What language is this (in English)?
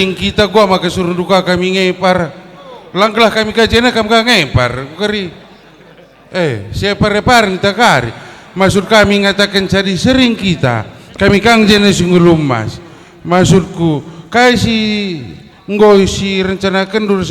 Batak Karo